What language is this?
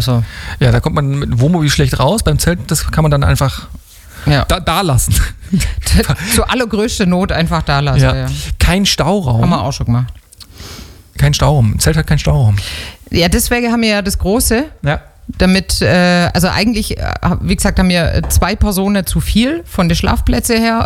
German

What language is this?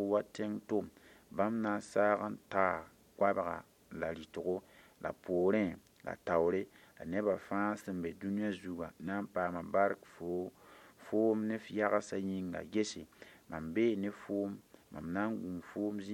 Mossi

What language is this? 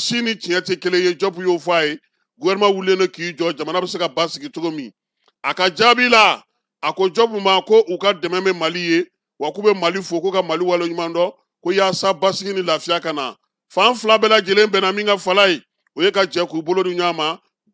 Bambara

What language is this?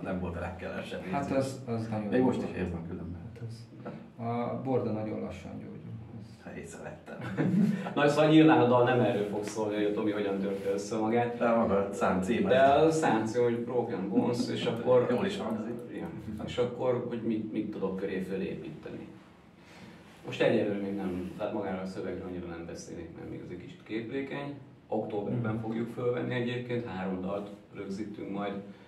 Hungarian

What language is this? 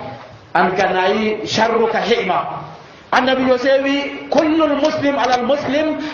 Nigerian Fulfulde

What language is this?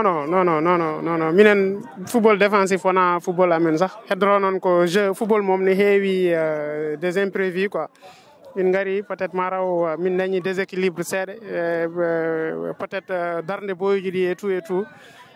Fula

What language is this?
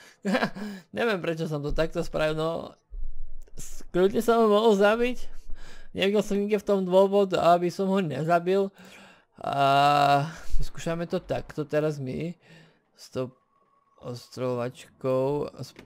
Slovak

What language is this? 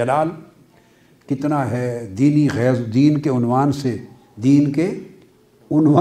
Urdu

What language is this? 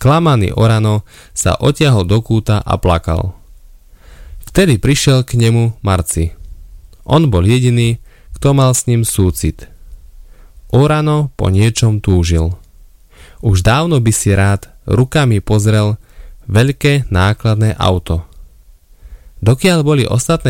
Slovak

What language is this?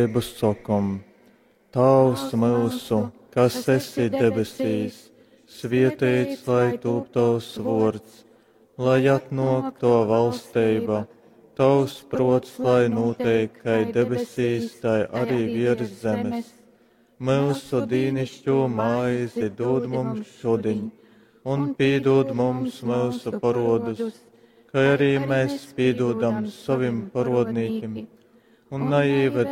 Latgalian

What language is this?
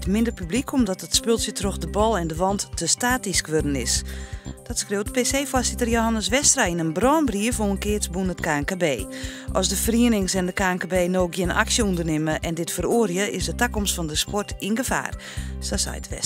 Western Frisian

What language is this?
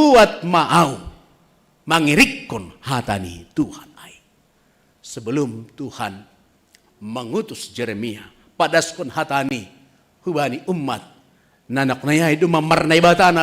Batak Simalungun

